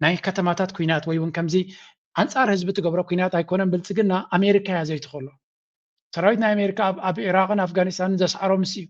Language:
Tigrinya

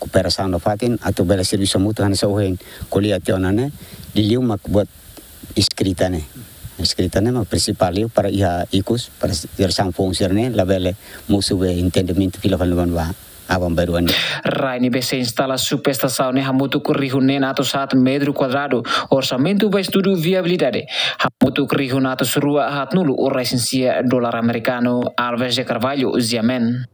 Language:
Tetum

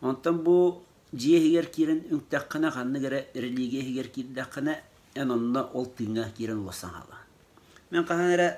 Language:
Yakut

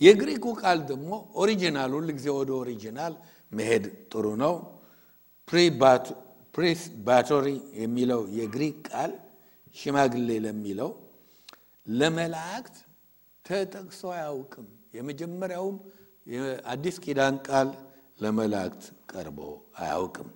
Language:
Amharic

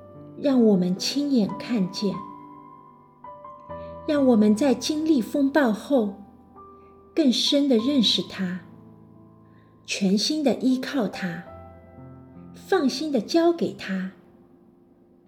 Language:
Chinese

